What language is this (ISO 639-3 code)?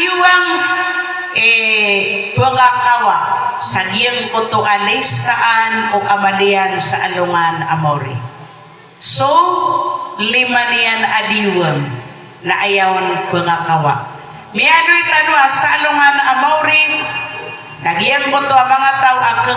mrw